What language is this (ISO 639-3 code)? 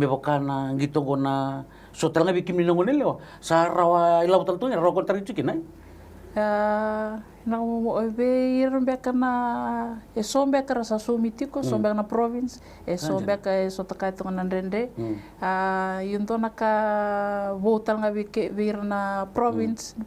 fij